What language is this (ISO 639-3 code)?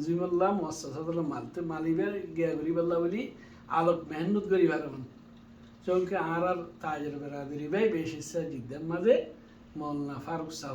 rhg